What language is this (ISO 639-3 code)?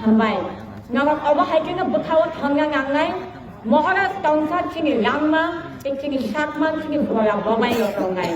trp